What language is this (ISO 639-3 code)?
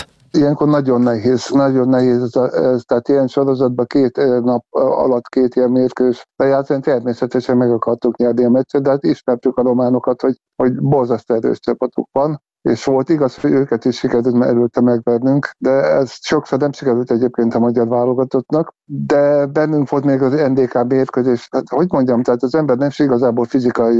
hun